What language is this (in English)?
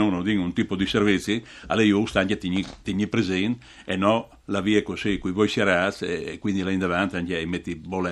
Friulian